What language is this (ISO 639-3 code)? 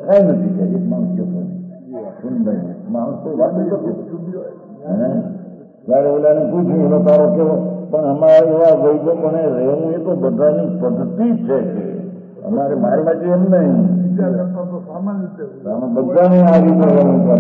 guj